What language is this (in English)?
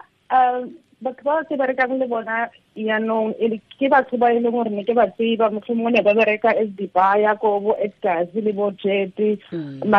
Tswana